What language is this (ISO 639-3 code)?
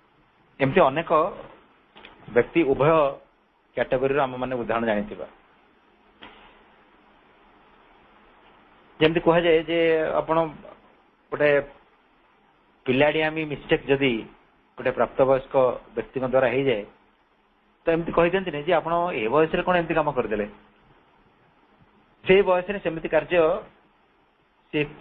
ori